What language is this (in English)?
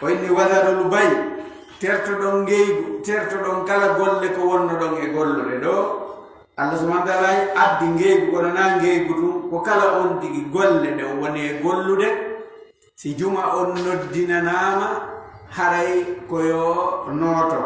Fula